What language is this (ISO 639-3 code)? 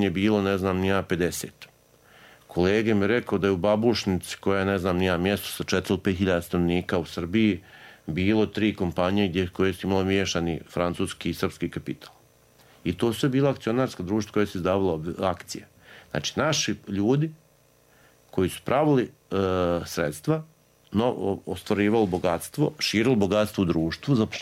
srp